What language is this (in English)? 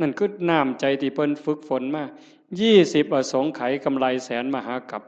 Northeastern Thai